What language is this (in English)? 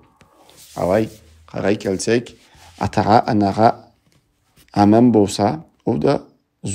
Karachay-Balkar